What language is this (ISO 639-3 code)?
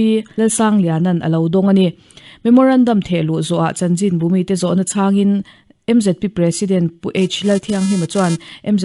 lus